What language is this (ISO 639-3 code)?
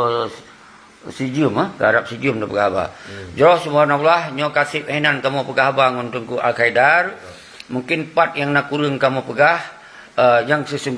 ace